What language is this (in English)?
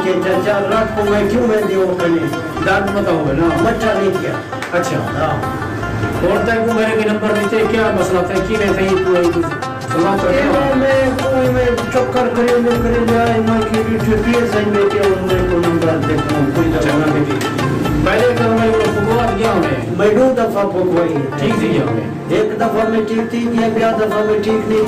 Saraiki